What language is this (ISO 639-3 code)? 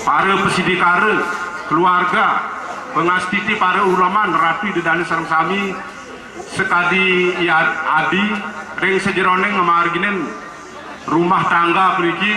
ban